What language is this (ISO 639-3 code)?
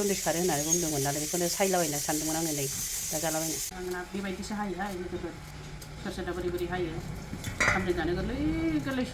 brx